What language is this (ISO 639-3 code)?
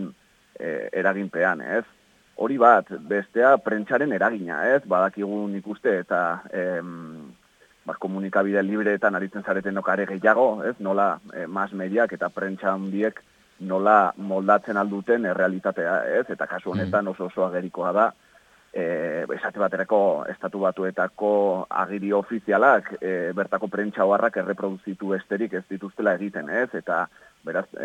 eus